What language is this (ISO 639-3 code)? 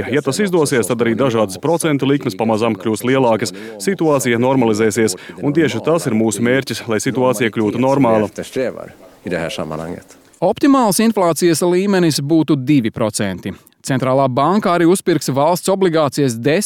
lav